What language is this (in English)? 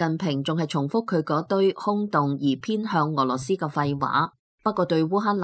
Cantonese